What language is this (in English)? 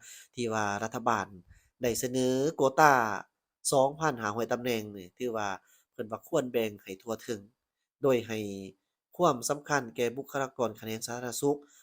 Lao